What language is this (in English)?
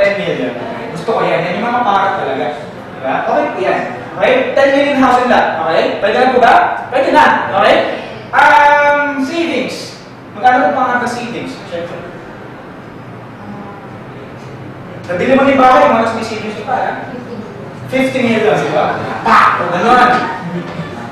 Filipino